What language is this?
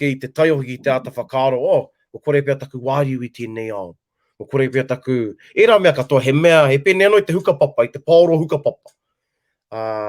Māori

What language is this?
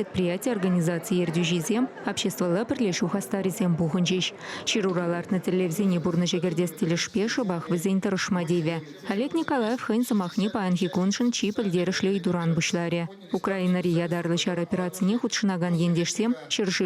Chuvash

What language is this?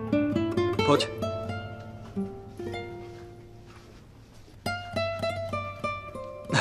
Slovak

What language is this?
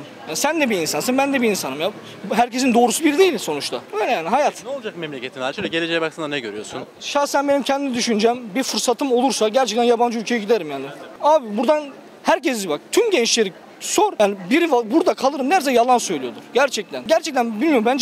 Turkish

